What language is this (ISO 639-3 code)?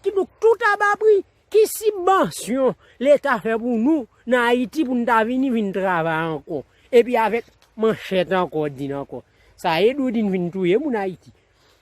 hat